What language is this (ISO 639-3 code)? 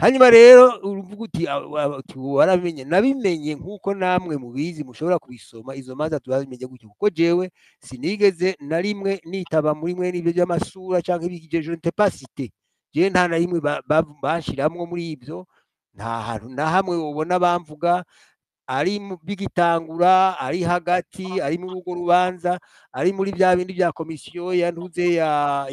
run